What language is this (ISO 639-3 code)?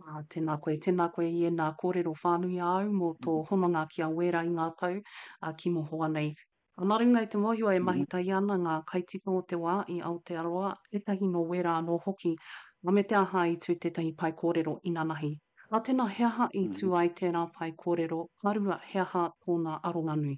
mri